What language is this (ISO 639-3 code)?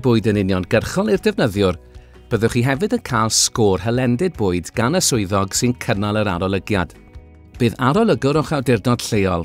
cym